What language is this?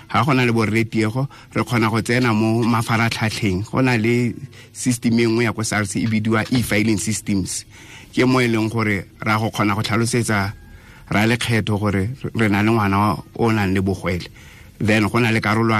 Tswana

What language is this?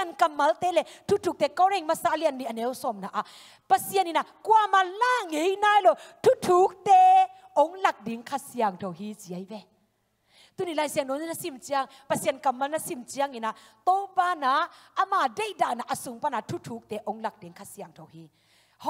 Thai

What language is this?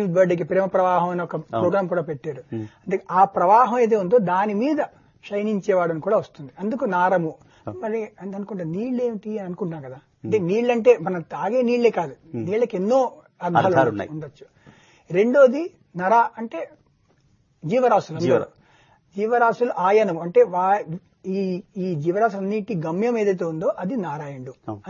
Telugu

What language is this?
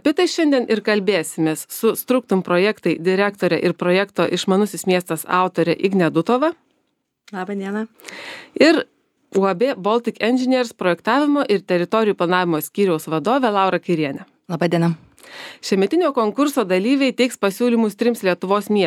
Lithuanian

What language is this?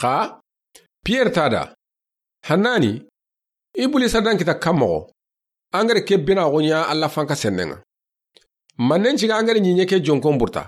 Soninke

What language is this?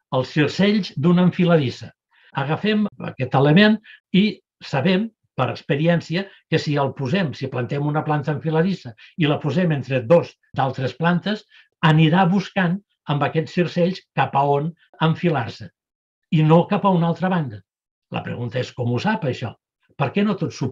Catalan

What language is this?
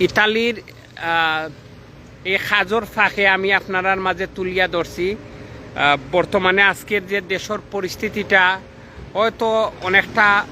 Sylheti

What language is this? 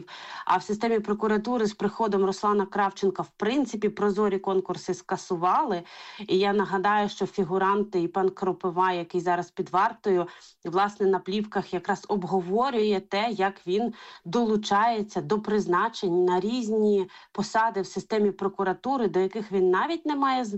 Ukrainian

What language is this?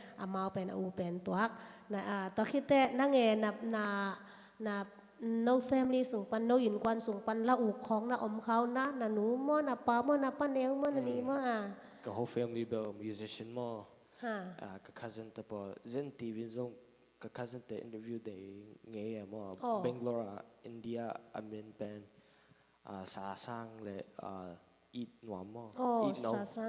Tedim Chin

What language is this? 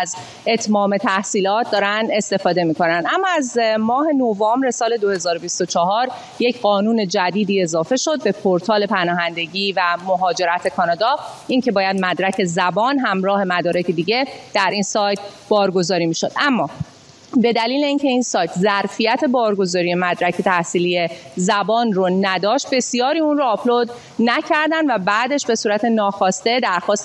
Persian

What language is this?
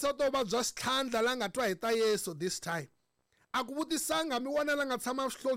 Tsonga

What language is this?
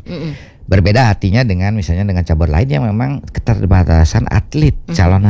Indonesian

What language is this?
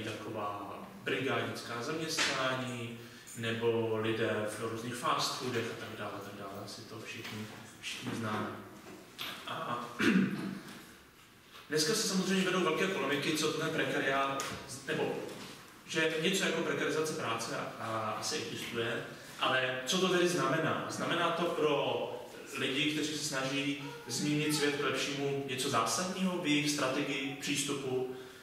Czech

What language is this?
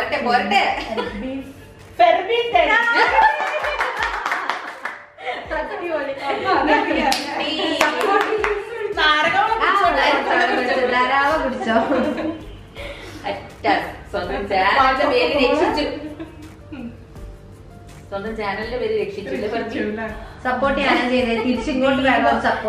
Malayalam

